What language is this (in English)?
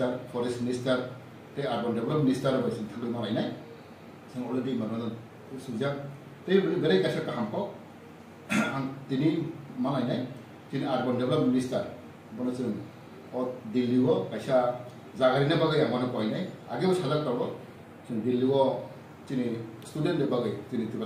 Riang (India)